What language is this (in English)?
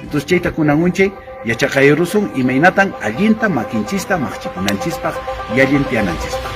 Quechua